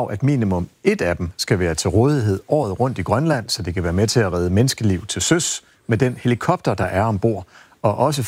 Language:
Danish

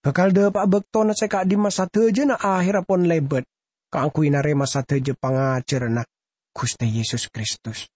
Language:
Madurese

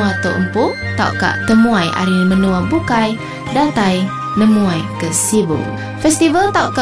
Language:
Iban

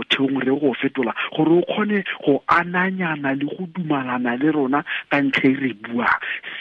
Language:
Tswana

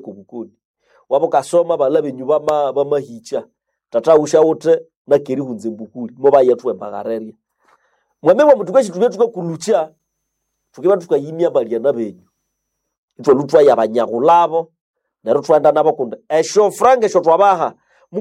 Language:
Nande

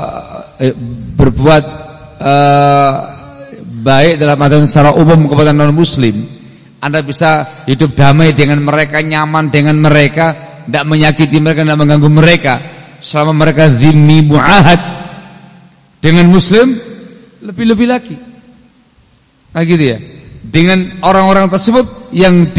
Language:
Indonesian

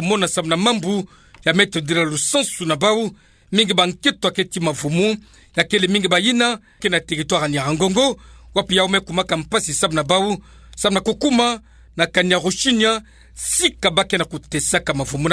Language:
Kituba (Democratic Republic of Congo)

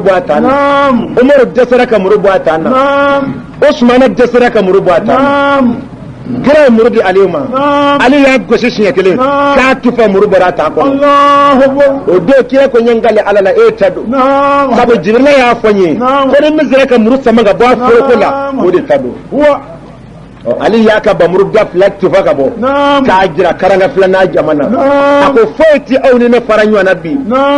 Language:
Bambara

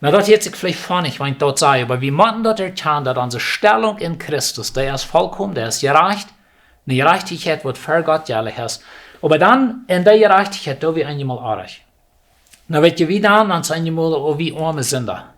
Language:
Plautdietsch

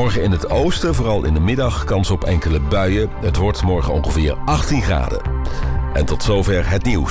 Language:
Dutch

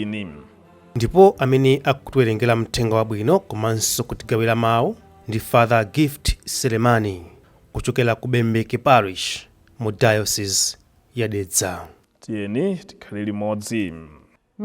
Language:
Nyanja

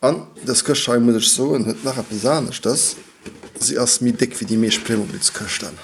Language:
Luxembourgish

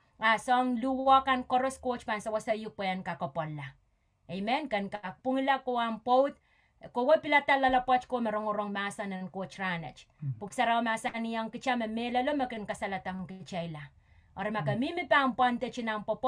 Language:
Pohnpeian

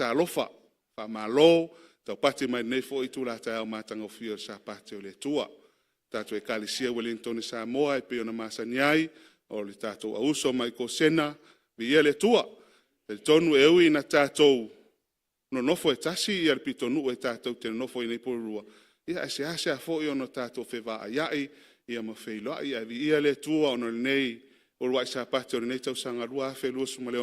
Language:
Samoan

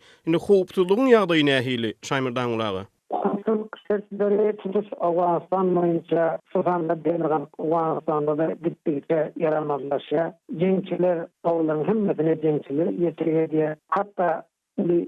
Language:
Turkmen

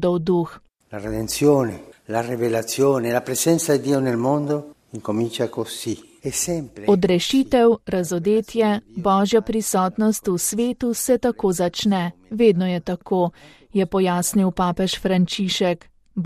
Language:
Slovenian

